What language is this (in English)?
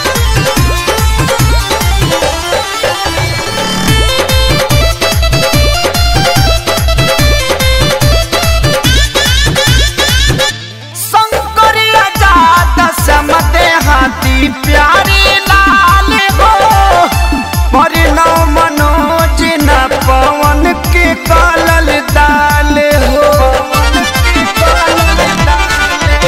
Bhojpuri